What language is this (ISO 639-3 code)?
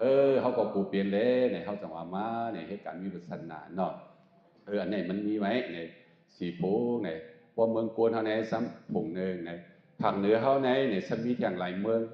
shn